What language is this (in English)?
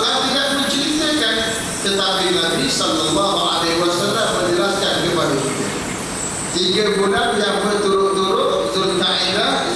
Malay